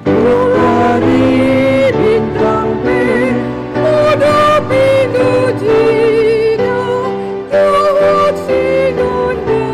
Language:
Batak Toba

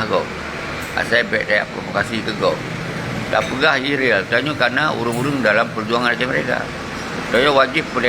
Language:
Achinese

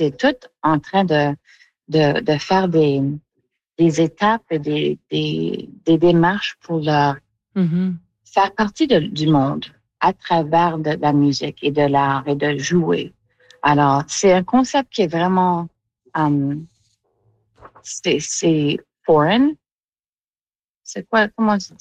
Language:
French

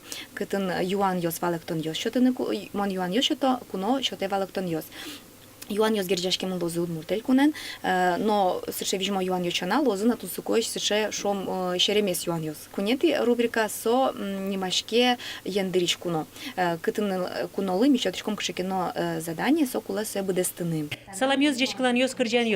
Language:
Udmurt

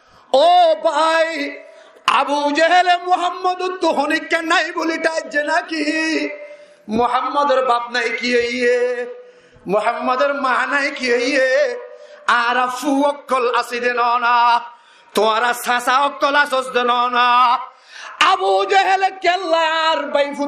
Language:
Rohingya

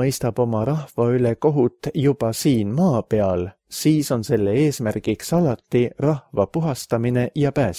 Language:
Estonian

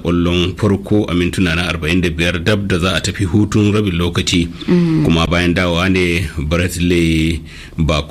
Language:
Hausa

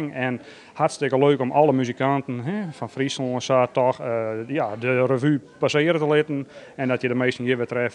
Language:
Western Frisian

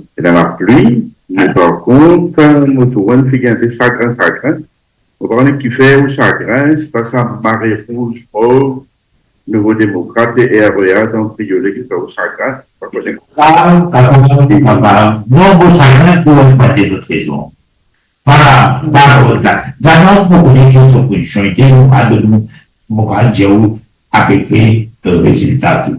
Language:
Morisyen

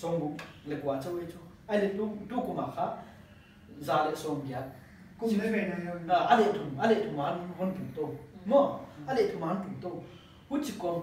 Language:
Paite Chin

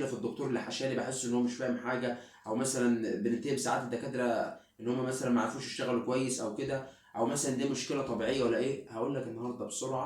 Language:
Egyptian Arabic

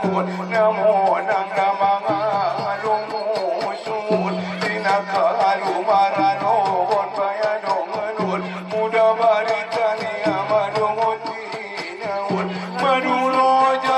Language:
Batak Angkola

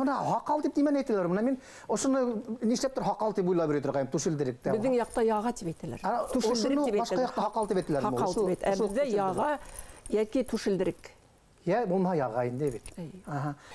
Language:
Bashkir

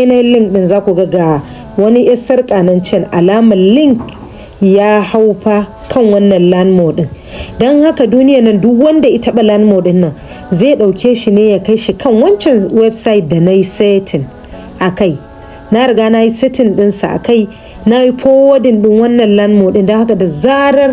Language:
Hausa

